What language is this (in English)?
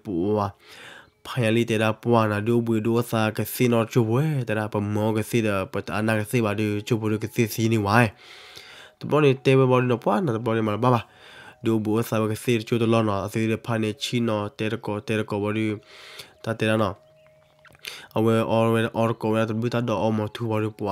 S'gaw Karen